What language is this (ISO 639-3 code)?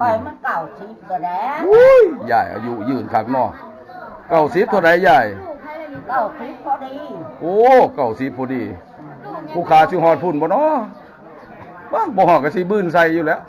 tts